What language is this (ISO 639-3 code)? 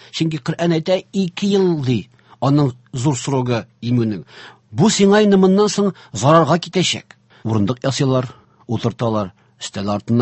tat